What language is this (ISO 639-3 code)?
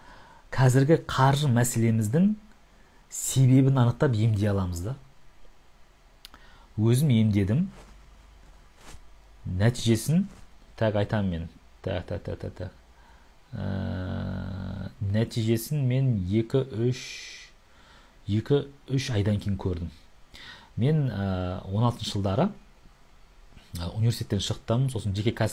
kaz